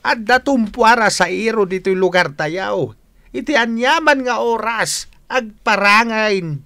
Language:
Iloko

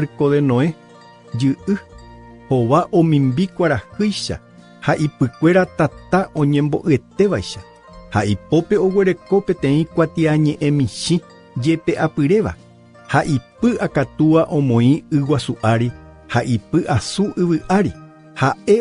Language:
Guarani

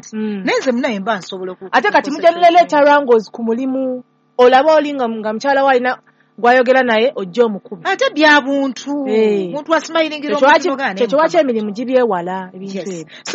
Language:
Ganda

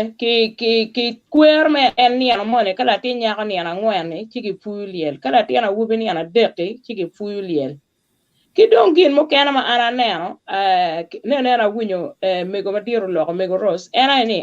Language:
Acoli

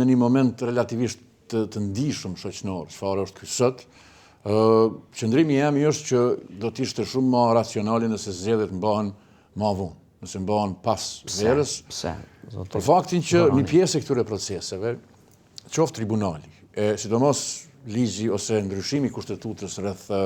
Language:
Albanian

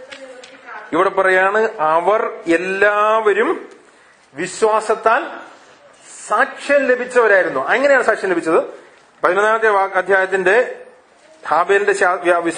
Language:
Malayalam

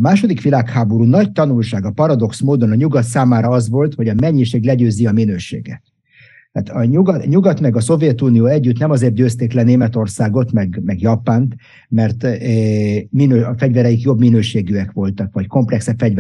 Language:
Hungarian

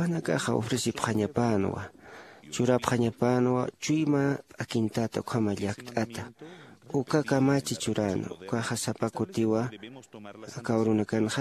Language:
Aymara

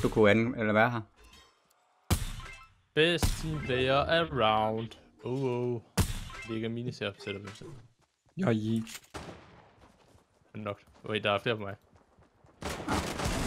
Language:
Danish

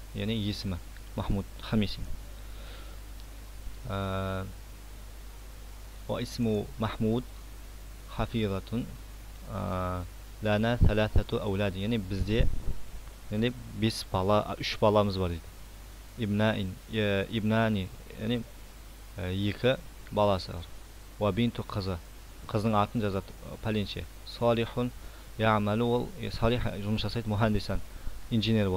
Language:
Kazakh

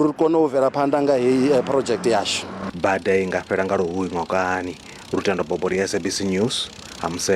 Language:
Venda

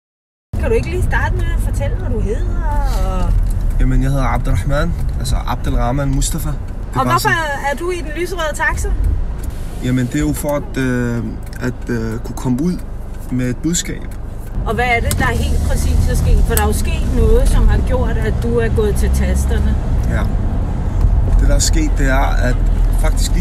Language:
Danish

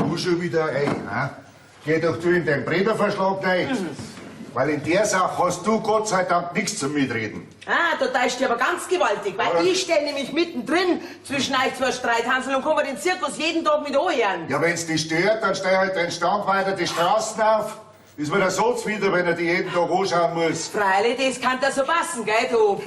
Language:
Bavarian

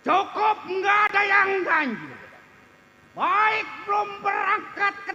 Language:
Betawi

